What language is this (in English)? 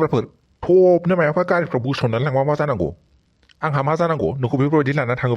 Bodo